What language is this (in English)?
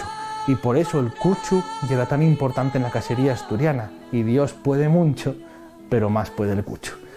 Asturian